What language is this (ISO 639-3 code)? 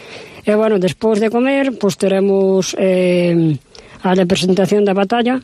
glg